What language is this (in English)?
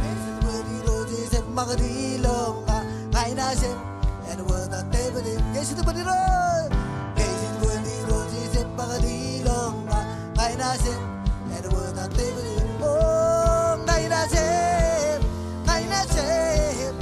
Marshallese